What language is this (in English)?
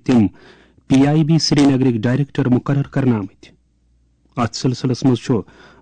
Kashmiri